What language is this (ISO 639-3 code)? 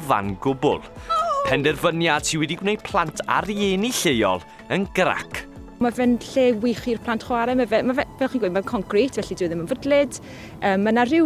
cym